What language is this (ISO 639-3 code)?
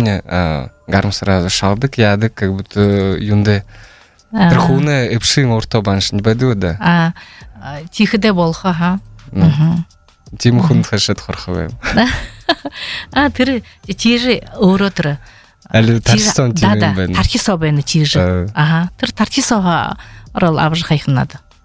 bua